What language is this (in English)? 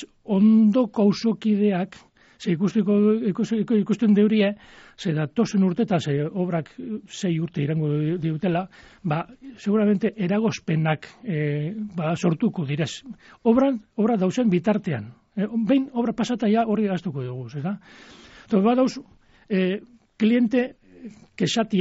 Basque